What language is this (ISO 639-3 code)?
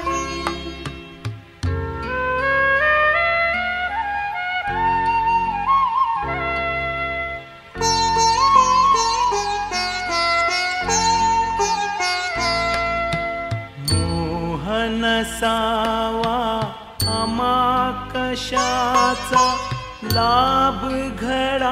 mar